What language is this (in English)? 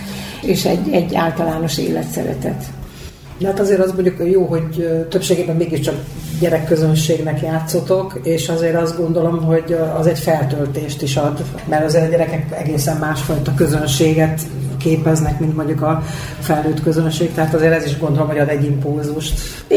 Hungarian